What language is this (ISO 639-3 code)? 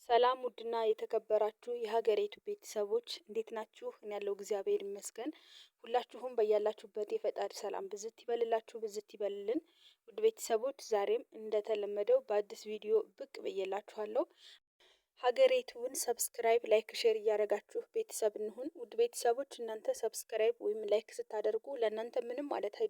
amh